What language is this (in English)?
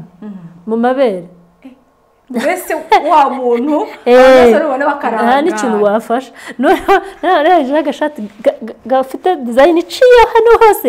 Kinyarwanda